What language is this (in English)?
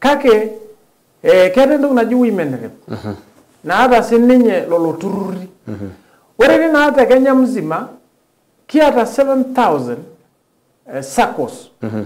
Masai